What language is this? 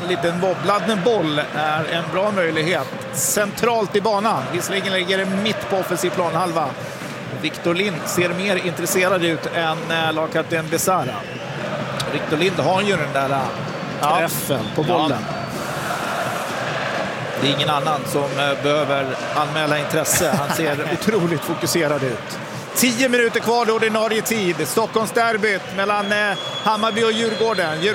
Swedish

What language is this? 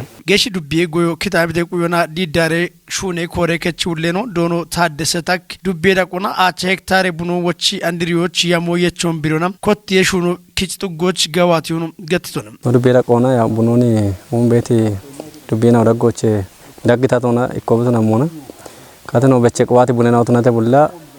Kafa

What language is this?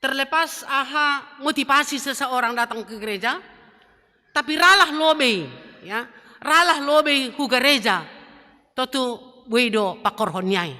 Batak Simalungun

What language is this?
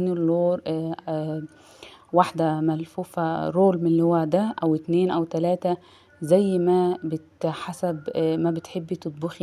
Egyptian Arabic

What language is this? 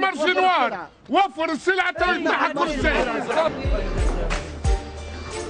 Tunisian Arabic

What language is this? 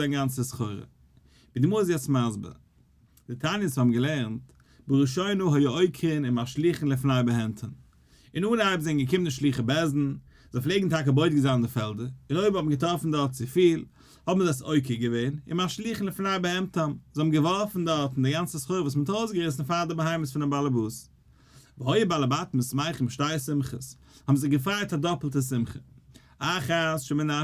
Yiddish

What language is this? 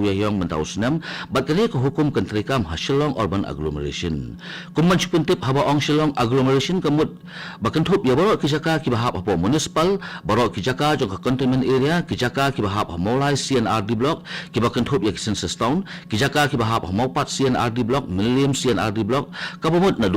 Khasi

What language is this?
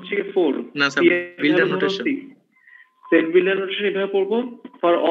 Bangla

